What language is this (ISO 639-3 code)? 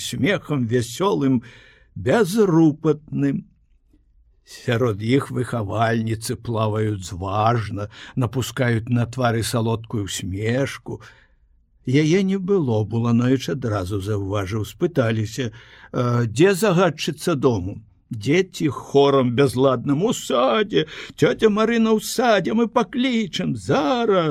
bel